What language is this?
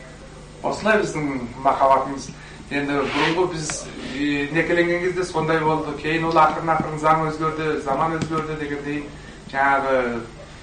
Kazakh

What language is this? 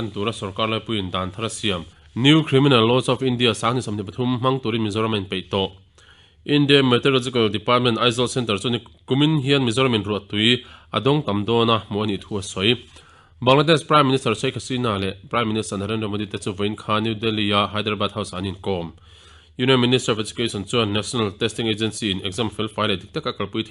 Mizo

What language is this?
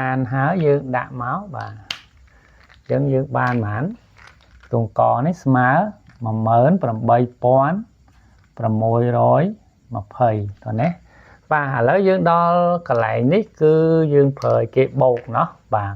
Khmer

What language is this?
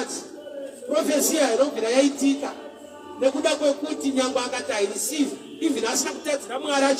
Shona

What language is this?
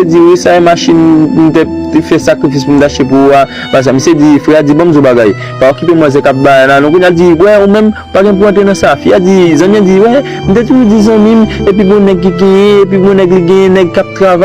Haitian Creole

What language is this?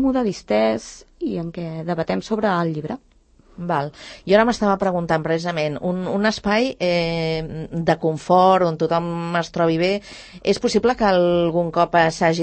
Catalan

